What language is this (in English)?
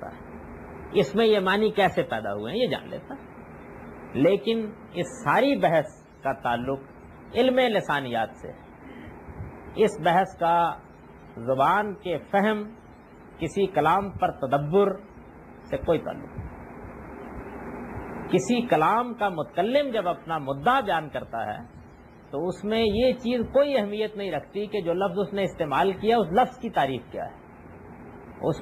Urdu